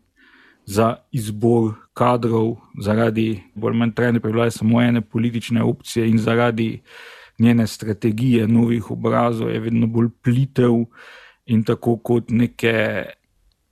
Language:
Slovenian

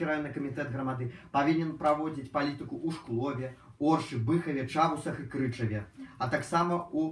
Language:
Belarusian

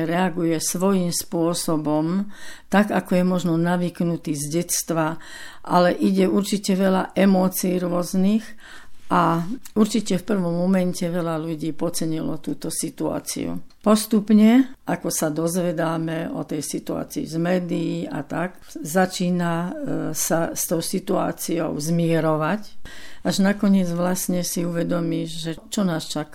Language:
Slovak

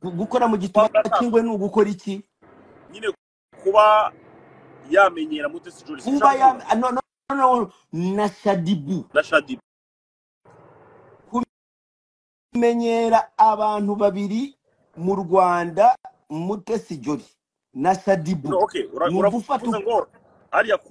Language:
Kinyarwanda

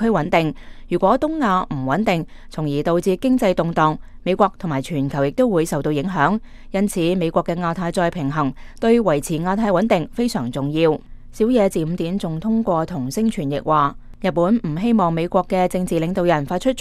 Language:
Cantonese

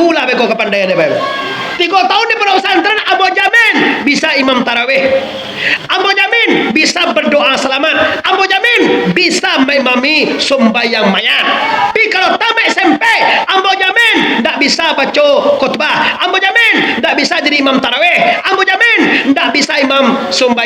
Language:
Minangkabau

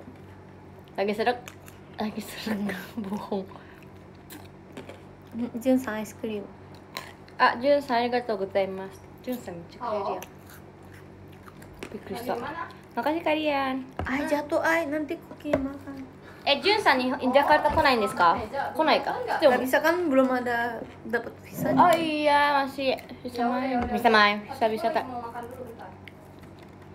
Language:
Indonesian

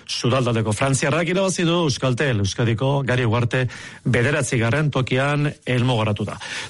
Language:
Basque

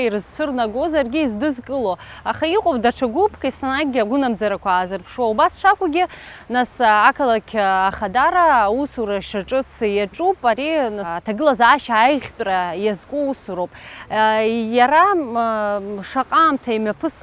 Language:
Abkhazian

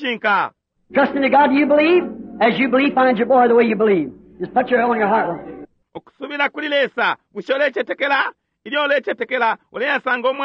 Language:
Bemba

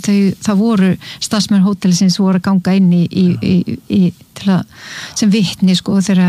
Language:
Icelandic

